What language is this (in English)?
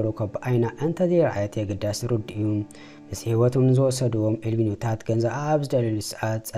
Tigrinya